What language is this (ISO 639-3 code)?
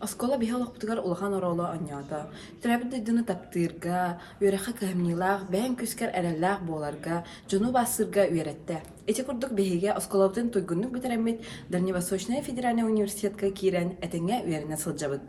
sah